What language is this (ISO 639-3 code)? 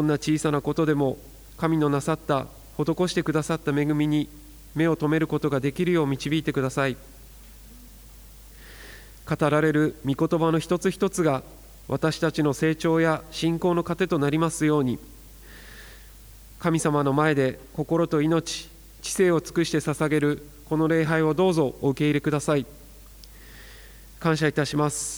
jpn